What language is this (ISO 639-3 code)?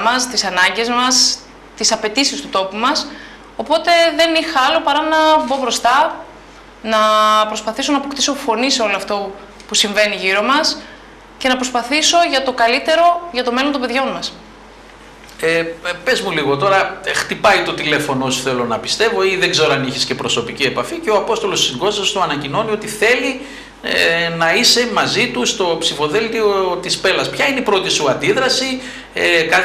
ell